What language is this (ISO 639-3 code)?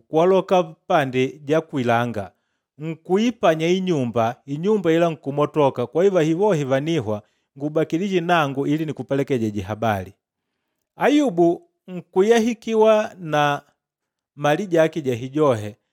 kde